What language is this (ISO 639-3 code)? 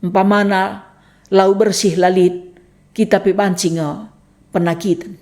btx